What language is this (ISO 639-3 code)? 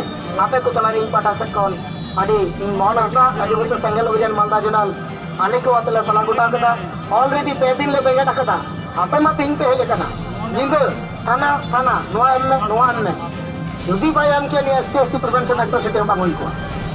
sat